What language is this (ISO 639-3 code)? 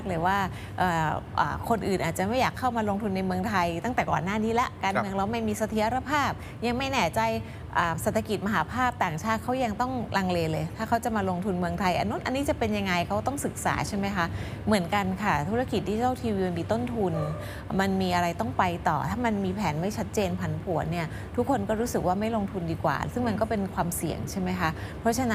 tha